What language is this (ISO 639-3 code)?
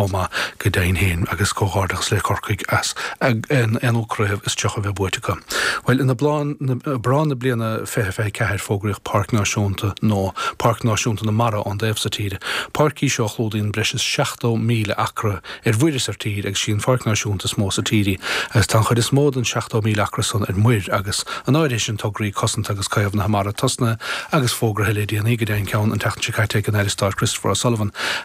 gle